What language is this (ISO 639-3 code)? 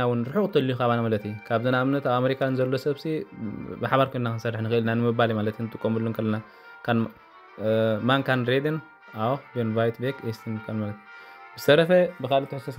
tir